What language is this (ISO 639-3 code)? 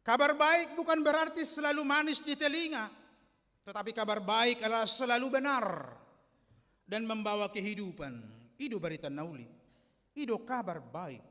bbc